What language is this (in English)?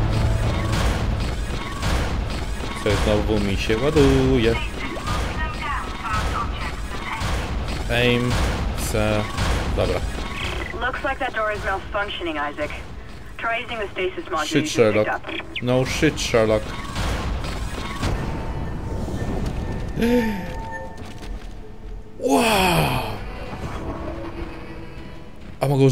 Polish